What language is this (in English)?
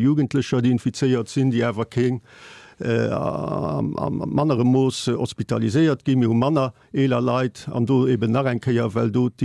Luxembourgish